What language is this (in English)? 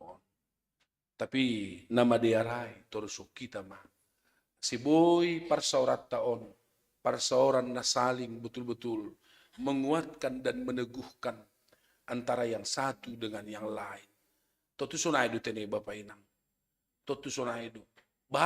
Batak Simalungun